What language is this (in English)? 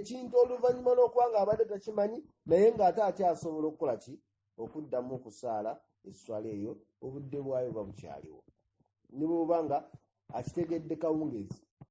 Ganda